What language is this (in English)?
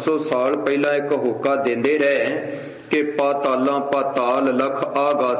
Punjabi